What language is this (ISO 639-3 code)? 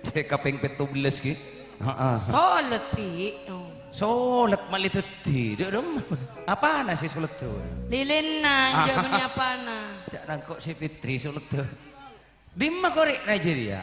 mad